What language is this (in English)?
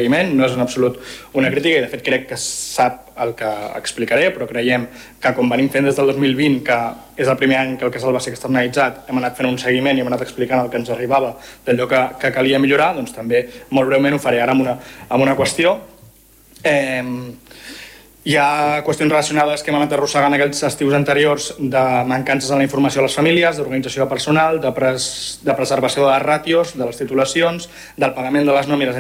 Catalan